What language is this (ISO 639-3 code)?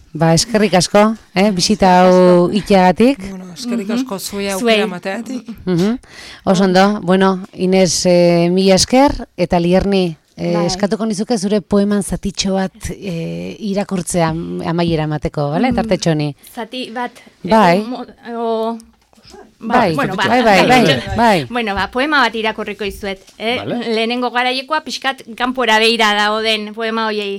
eus